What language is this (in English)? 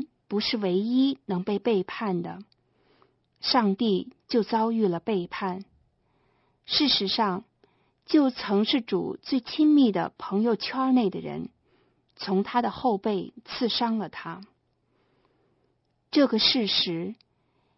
Chinese